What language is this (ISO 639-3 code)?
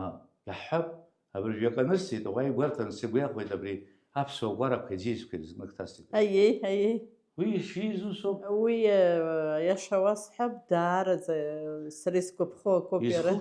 abk